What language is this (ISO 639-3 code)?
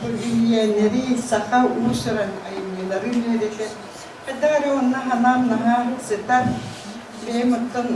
sah